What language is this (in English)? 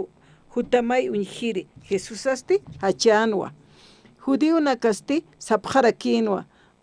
Aymara